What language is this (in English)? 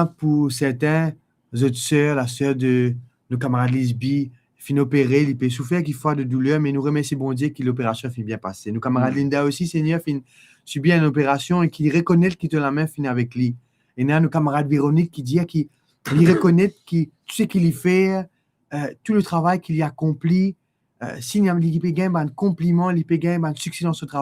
Morisyen